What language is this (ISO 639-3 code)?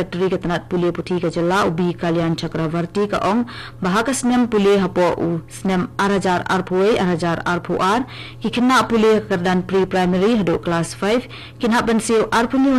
kha